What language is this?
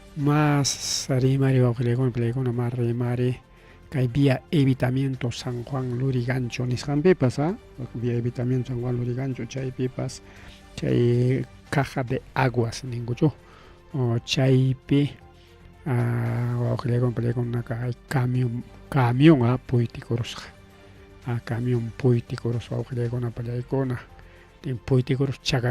Ayacucho Quechua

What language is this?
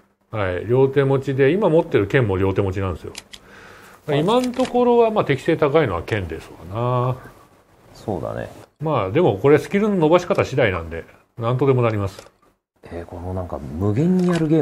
Japanese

